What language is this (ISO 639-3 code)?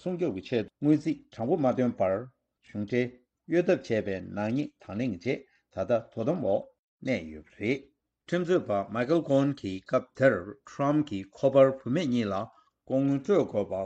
bod